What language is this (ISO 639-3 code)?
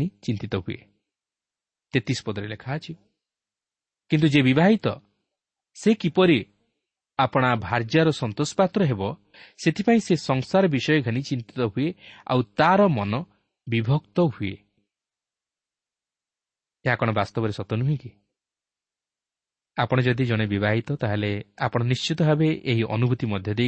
ori